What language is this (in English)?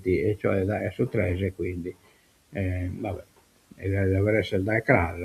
Sardinian